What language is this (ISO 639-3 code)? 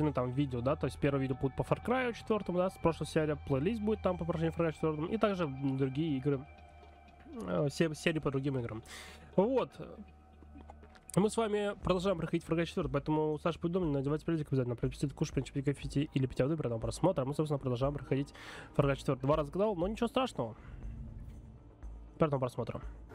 rus